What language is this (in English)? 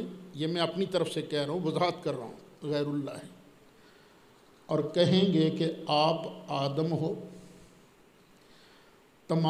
Urdu